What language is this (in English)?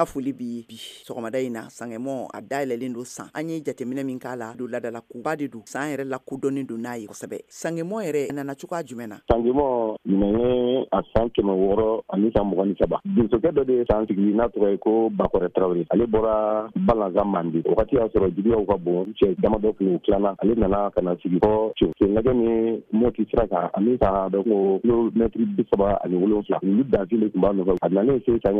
Bambara